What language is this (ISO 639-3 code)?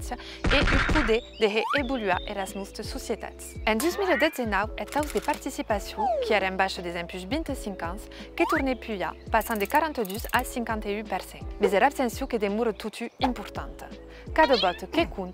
oci